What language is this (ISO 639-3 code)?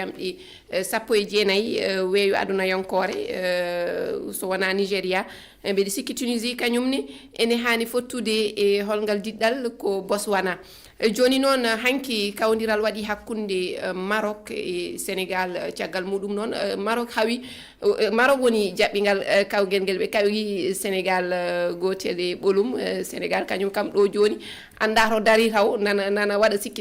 ful